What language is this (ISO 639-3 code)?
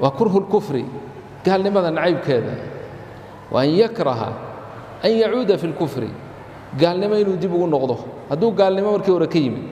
som